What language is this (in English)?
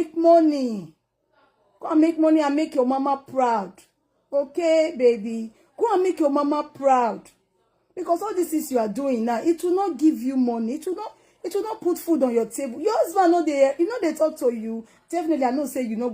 Nigerian Pidgin